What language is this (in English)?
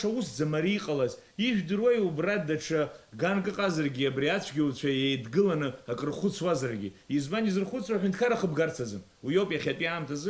Abkhazian